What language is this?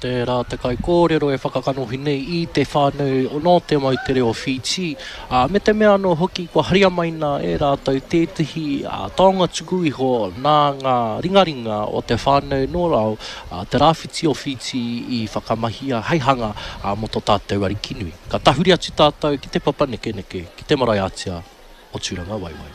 Māori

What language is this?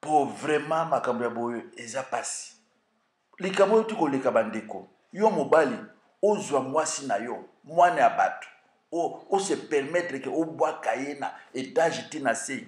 Lingala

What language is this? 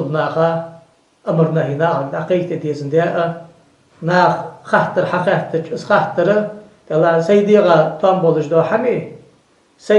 Ingush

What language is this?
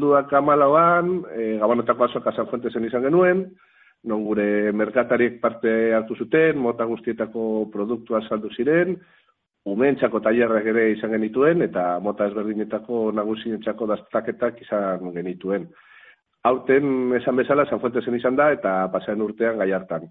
Basque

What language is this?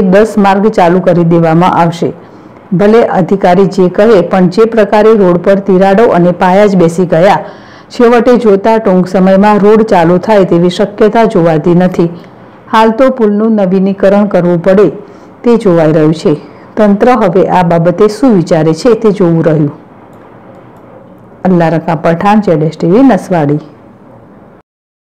Gujarati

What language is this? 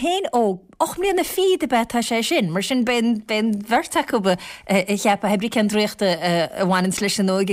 Irish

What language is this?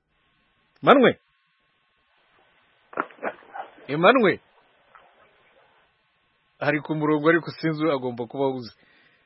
Kinyarwanda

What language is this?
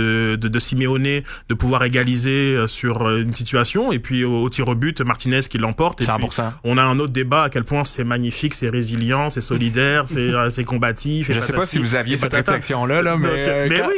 French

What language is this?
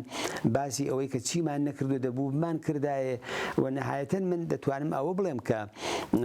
Central Kurdish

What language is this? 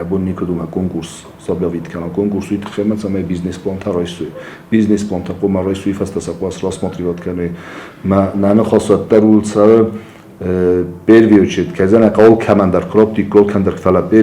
Ossetic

